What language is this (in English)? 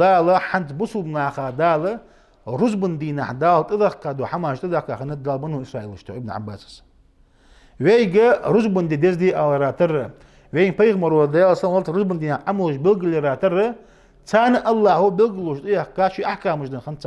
Ingush